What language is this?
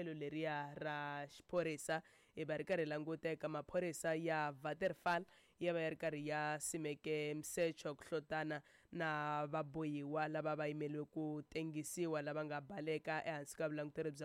Tsonga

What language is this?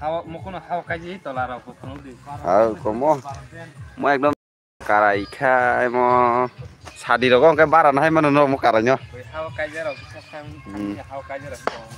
Kok Borok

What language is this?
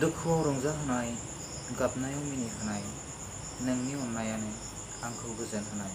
Bodo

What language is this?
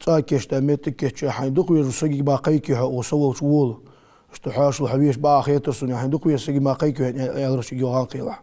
Ingush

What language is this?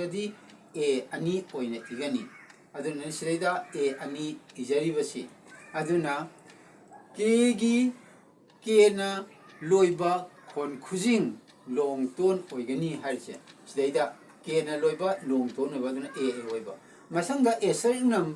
Manipuri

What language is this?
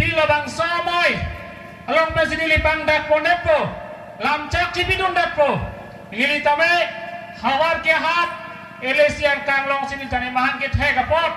Karbi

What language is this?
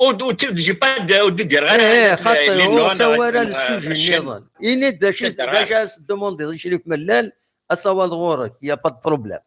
Kabyle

